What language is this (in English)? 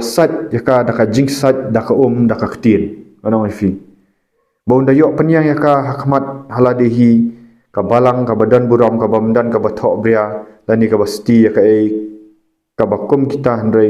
Khasi